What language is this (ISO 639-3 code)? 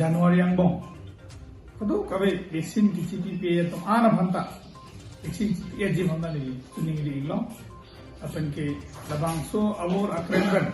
mjw